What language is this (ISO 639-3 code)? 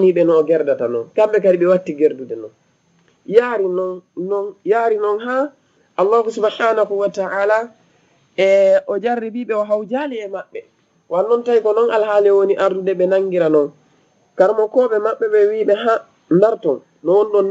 ful